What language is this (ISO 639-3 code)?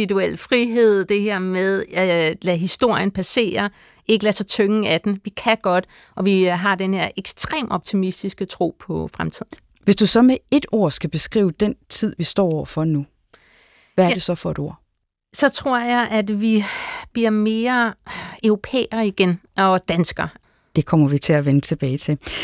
dan